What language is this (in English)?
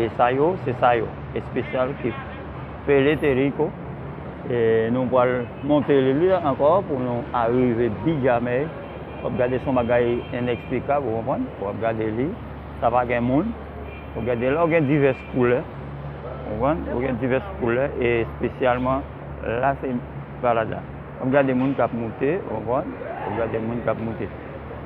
Haitian Creole